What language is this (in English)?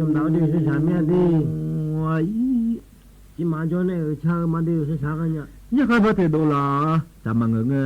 Akha